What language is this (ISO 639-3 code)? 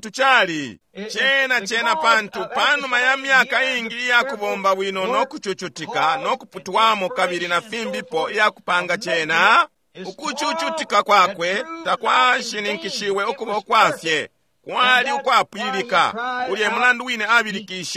bem